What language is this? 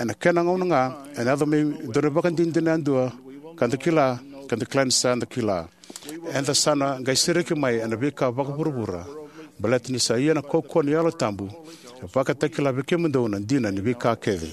Fijian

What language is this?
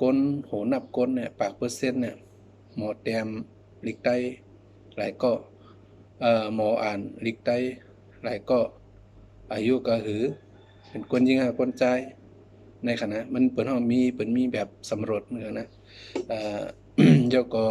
Shan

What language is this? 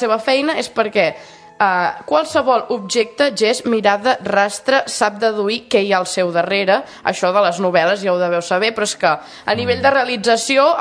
Catalan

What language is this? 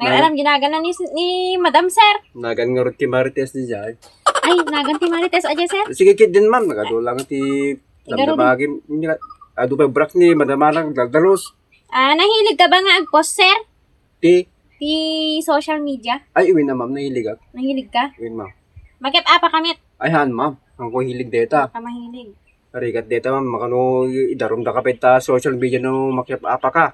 Iloko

